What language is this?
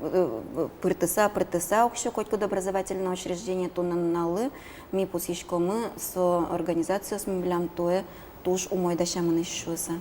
Udmurt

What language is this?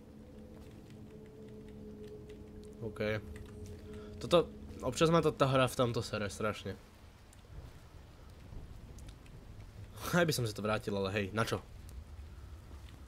Slovak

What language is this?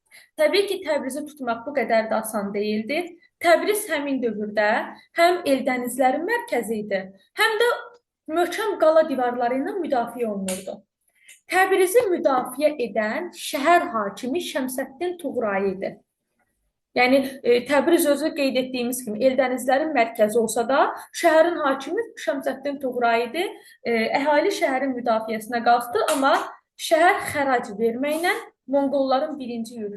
Azerbaijani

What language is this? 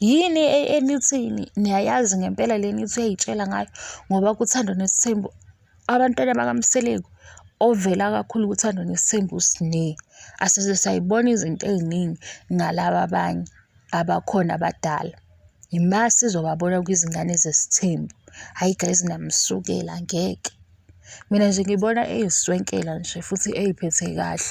Zulu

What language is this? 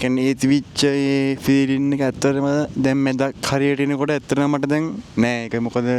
Sinhala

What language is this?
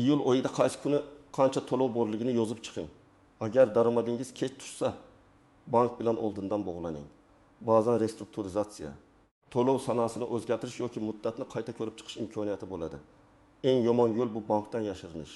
Uzbek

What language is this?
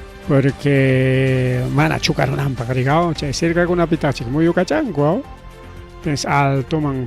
Ayacucho Quechua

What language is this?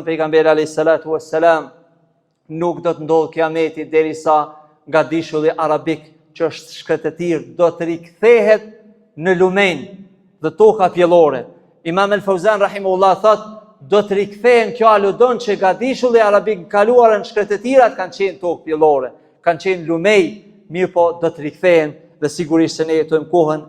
Albanian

